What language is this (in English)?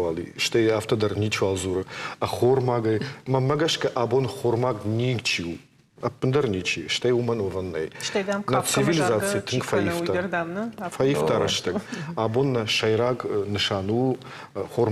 Ossetic